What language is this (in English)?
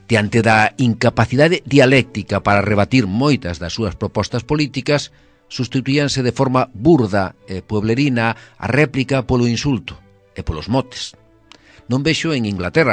Galician